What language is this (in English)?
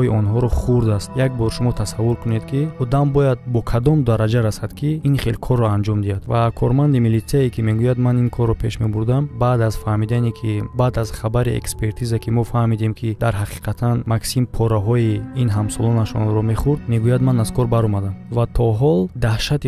Tajik